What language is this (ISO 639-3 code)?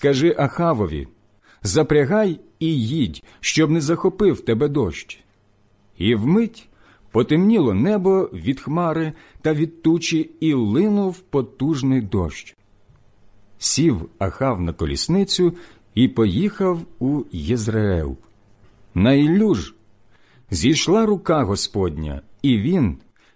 ukr